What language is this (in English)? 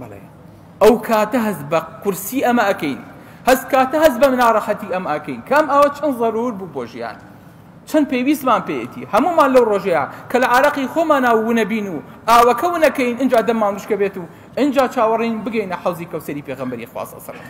Central Kurdish